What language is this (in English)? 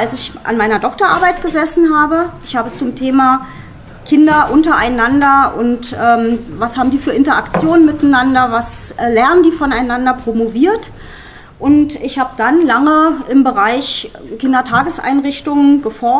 German